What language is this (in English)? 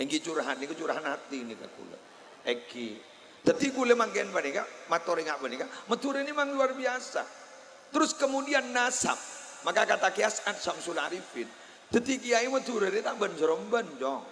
Madurese